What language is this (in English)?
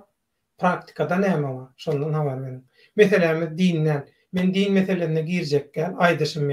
Turkmen